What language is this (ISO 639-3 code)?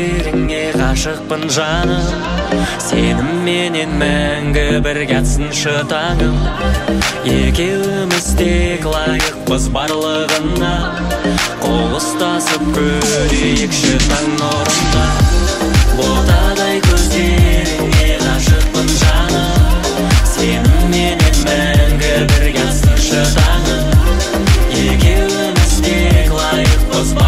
kaz